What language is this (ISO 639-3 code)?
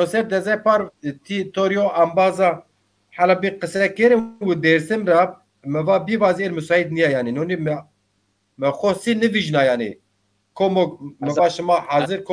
zza